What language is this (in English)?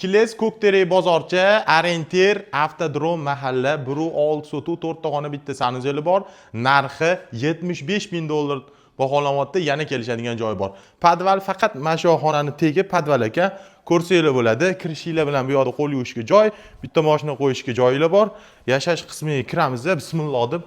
Uzbek